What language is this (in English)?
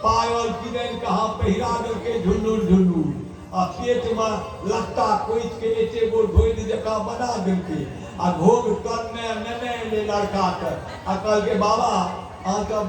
Maithili